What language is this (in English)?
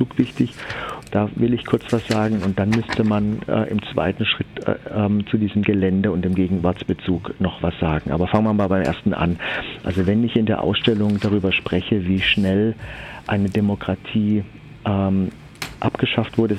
German